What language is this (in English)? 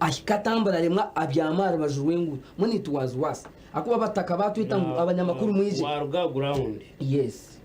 Nyankole